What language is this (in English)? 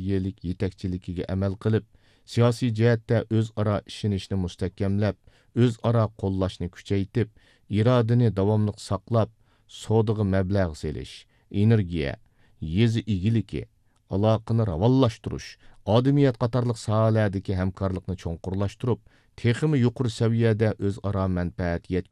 Uyghur